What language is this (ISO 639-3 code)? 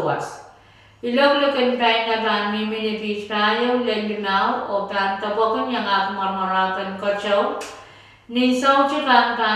pon